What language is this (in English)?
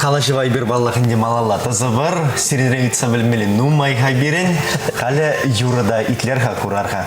Chuvash